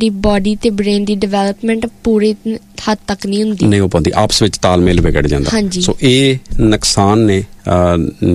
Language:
Punjabi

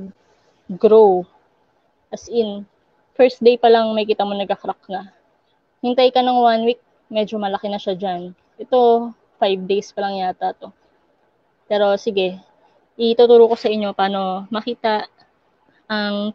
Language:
Filipino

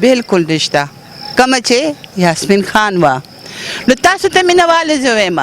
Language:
Pashto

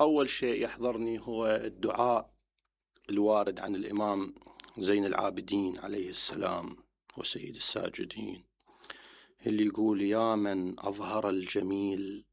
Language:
Mesopotamian Arabic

